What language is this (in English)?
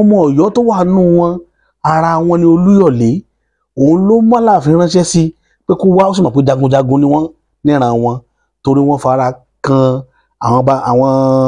Yoruba